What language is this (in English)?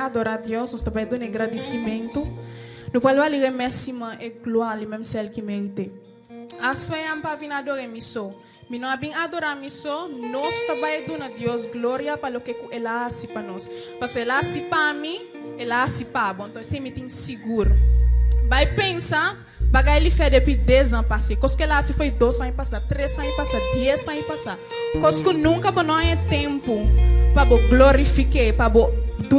Papiamento